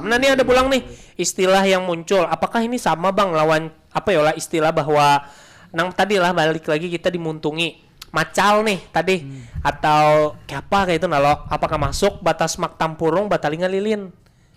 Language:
Banjar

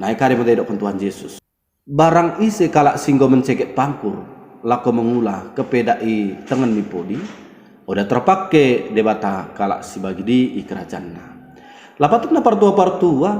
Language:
Batak Dairi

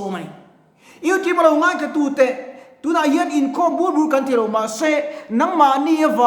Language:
Mizo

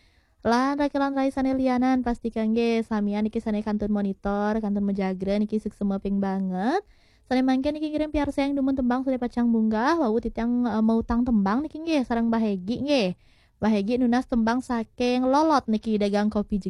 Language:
Balinese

